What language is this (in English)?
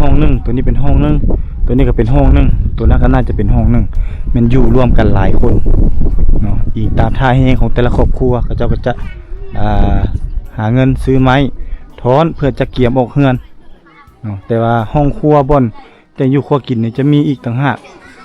Lao